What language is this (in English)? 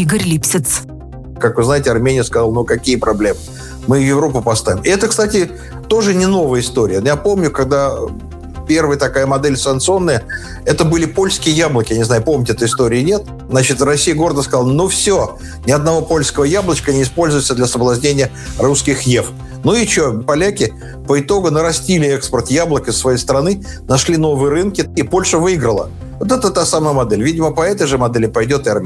Russian